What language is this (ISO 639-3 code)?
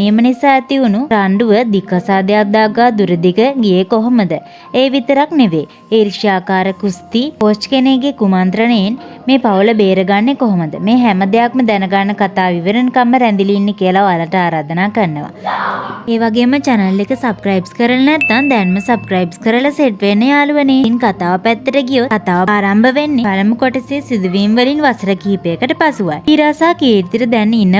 sin